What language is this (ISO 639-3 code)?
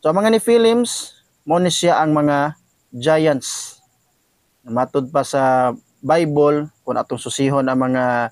ceb